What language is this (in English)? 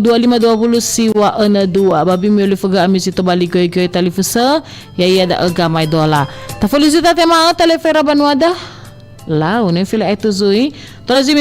Nias